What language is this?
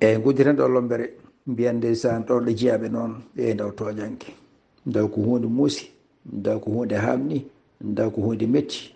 Fula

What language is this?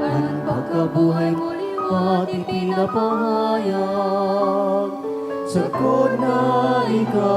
Bikol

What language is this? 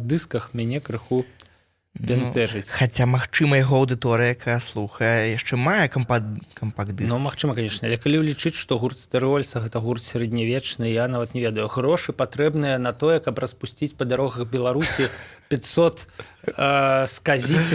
Belarusian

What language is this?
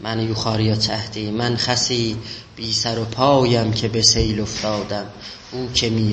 South Azerbaijani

